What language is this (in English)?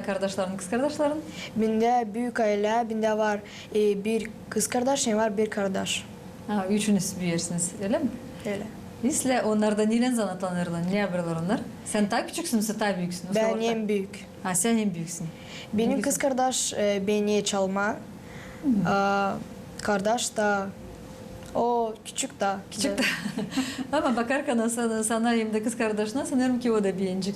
Gagauz